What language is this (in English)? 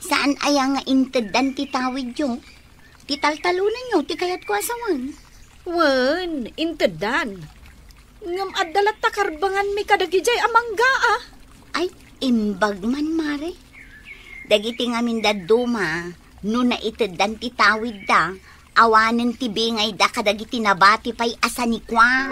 Iloko